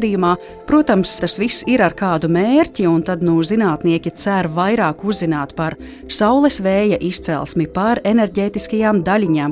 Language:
Latvian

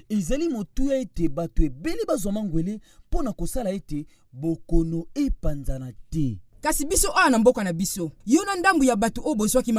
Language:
Lingala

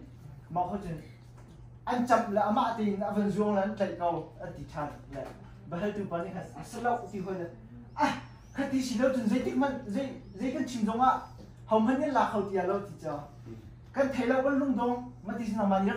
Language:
Hakha Chin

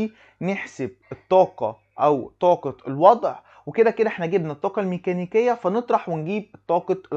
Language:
Egyptian Arabic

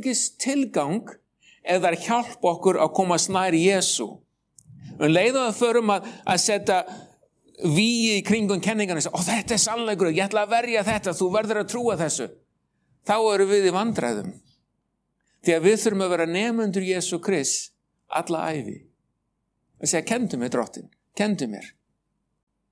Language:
Icelandic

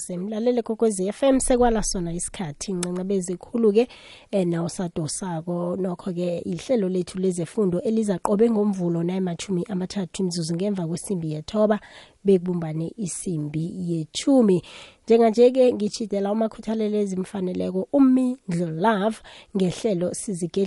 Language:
South Ndebele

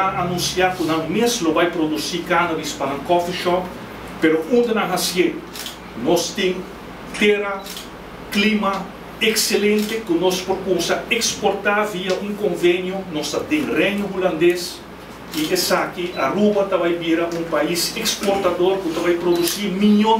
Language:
Papiamento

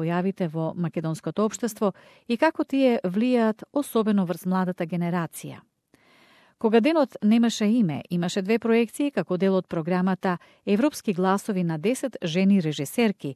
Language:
Macedonian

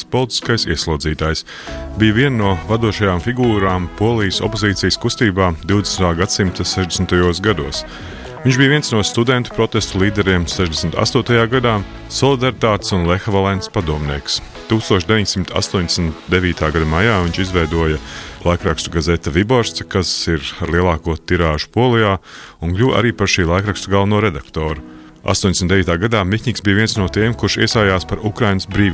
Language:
Latvian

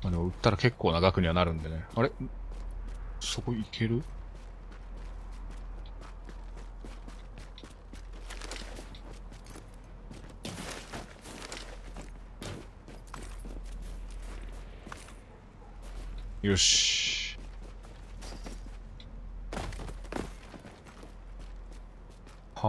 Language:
Japanese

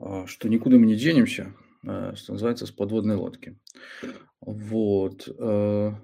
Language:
Belarusian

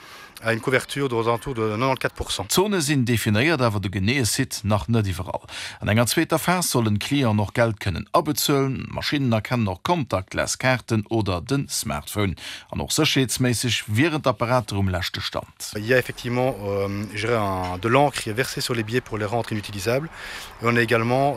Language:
Luxembourgish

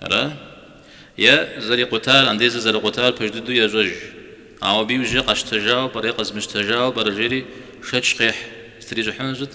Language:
Kabardian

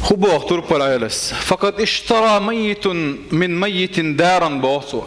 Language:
Chechen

